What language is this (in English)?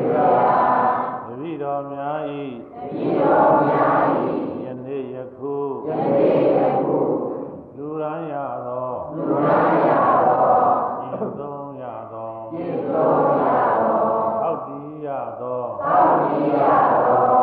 Burmese